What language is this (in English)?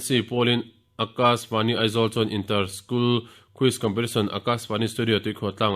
Mizo